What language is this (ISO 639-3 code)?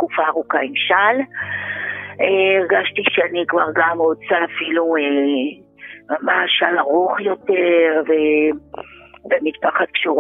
heb